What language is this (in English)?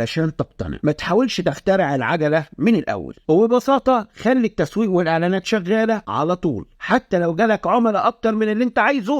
Egyptian Arabic